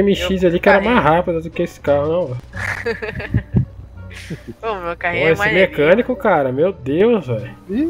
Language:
Portuguese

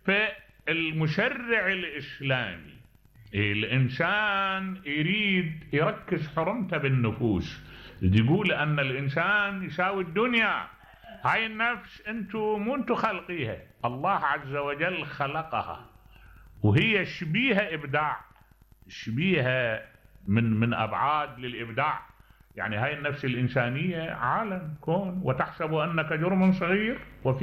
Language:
Mesopotamian Arabic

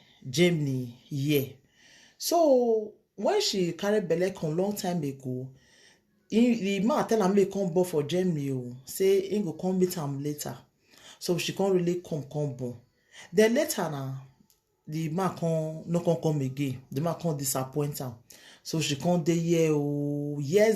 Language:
Nigerian Pidgin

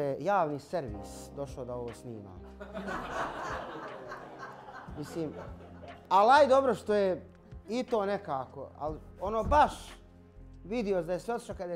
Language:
Bosnian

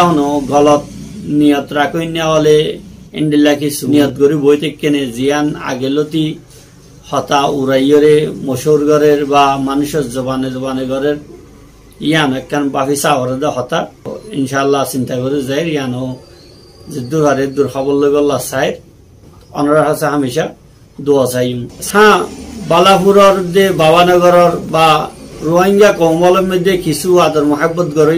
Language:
Rohingya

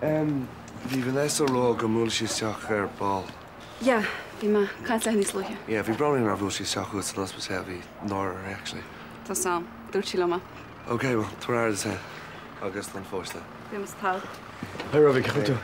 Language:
Irish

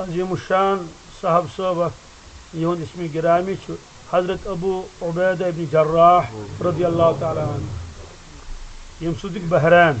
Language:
Kashmiri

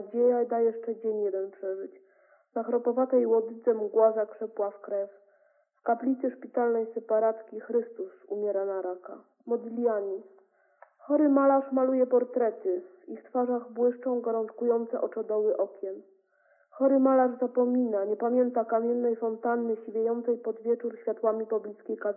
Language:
Polish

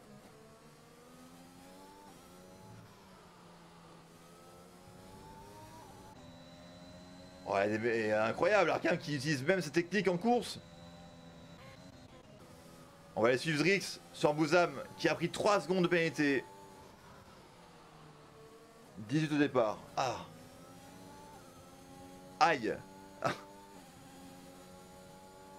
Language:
French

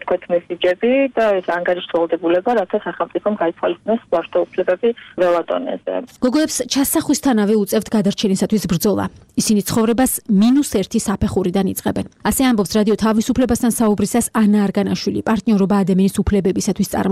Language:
Georgian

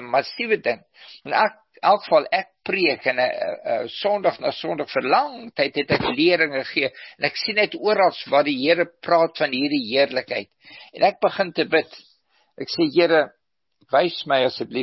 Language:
Afrikaans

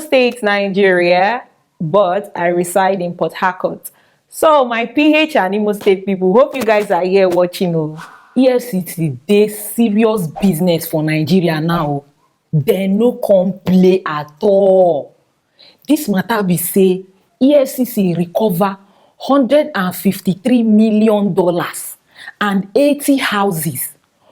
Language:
Nigerian Pidgin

